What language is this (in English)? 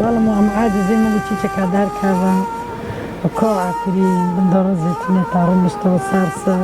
Kurdish